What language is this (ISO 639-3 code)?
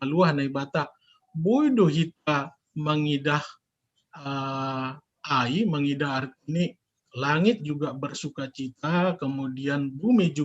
bts